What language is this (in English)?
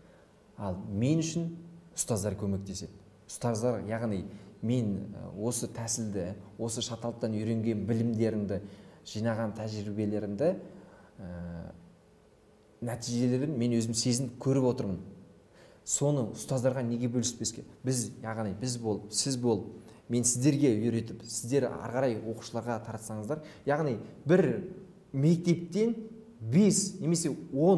Kazakh